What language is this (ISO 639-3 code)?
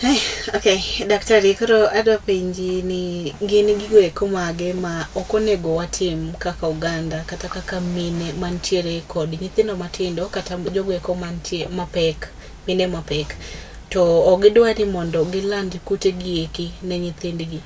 luo